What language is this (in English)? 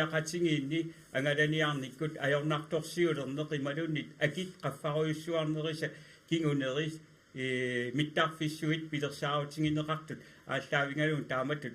Kalaallisut